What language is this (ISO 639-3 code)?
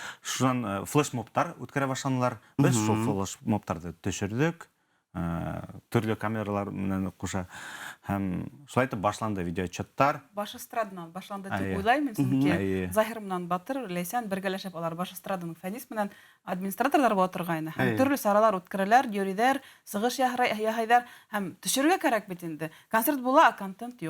bak